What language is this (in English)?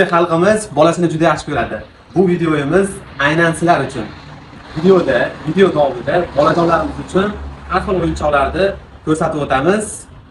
Uzbek